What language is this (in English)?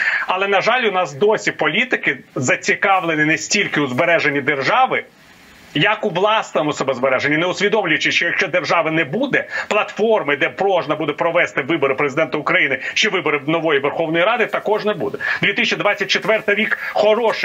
Ukrainian